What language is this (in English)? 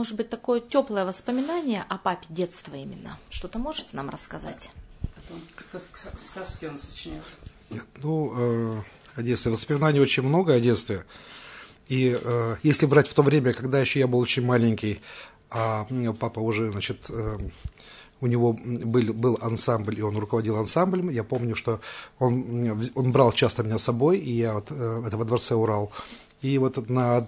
Russian